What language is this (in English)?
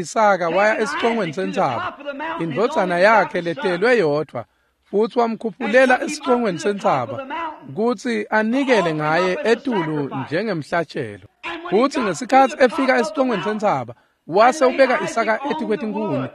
Swati